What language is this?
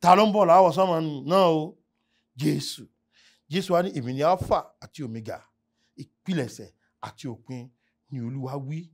Yoruba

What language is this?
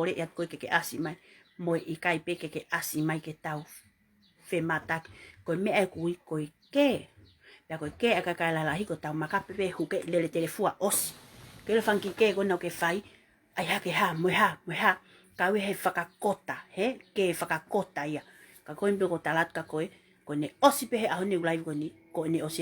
Tongan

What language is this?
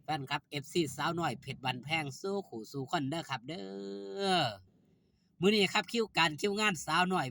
Northeastern Thai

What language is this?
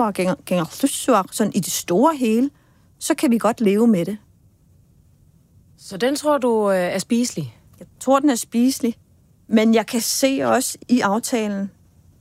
Danish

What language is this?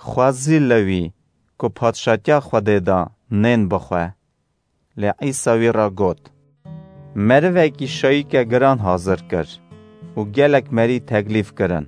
Kurdish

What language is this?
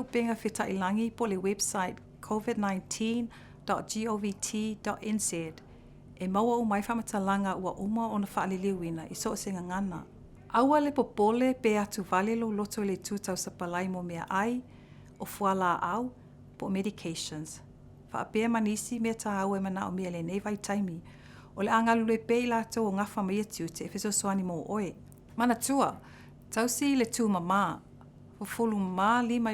Samoan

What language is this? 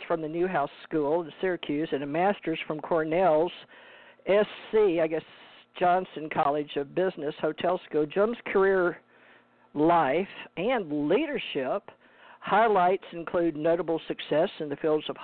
English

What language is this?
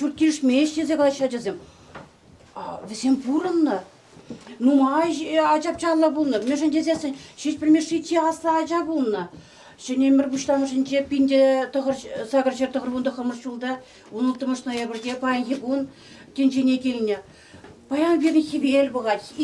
Chuvash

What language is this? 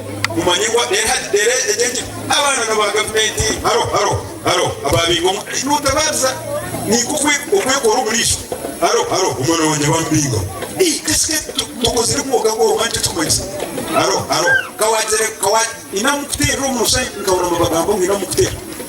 Nyankole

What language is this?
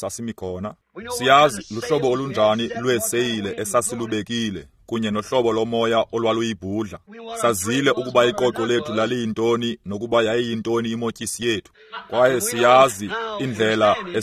Xhosa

